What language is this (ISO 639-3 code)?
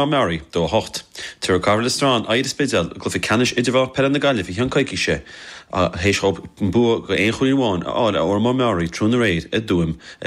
gle